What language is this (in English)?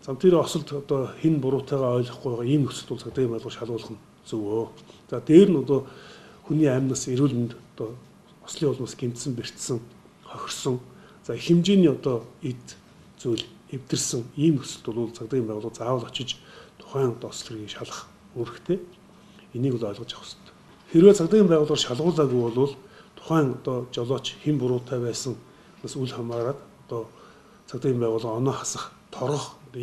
Mongolian